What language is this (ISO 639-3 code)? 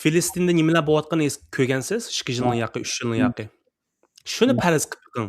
uig